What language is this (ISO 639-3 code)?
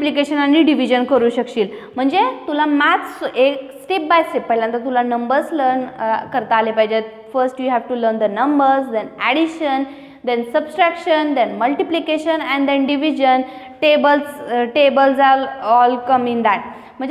mar